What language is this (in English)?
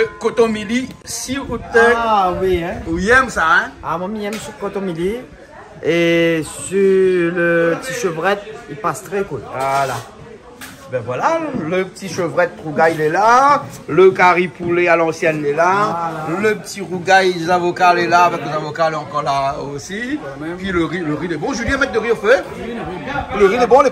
Réunion Creole French